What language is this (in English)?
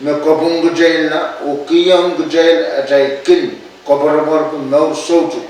Pohnpeian